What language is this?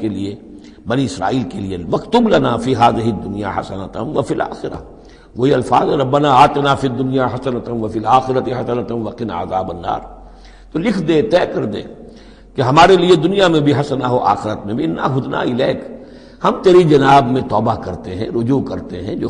Urdu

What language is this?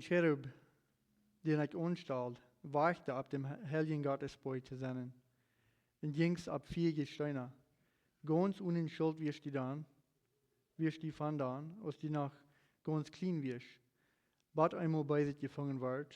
Plautdietsch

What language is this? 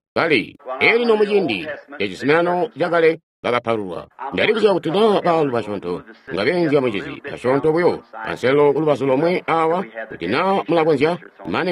Tonga (Zambia)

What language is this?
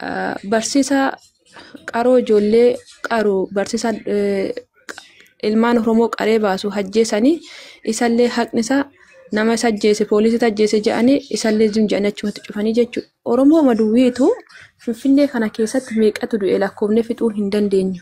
Oromo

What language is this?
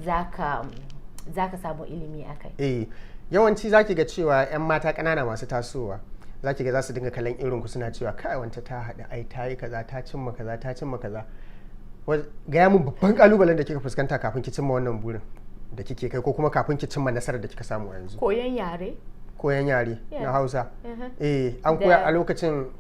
Hausa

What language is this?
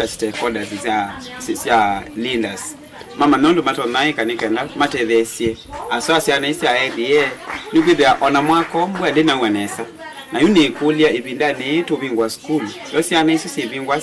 Kamba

